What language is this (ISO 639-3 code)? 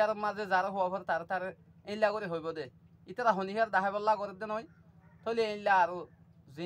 rhg